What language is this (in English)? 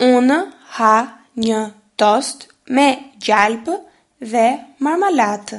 Albanian